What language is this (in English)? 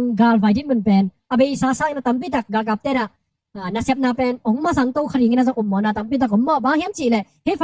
Tedim Chin